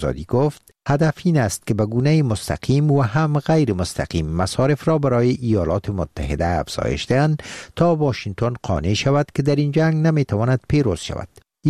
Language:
Persian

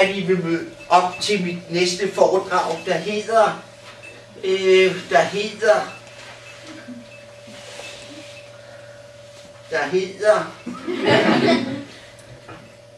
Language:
Danish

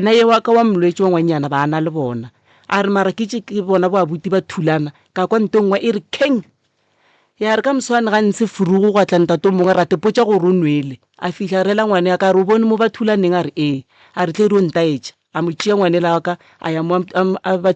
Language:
Northern Sotho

